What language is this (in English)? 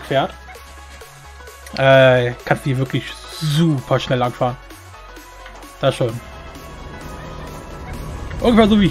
German